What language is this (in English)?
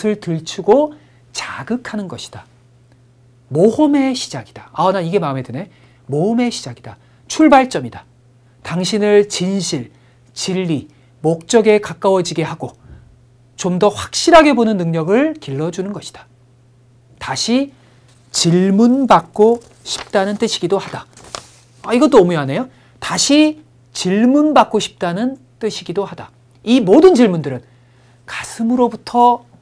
Korean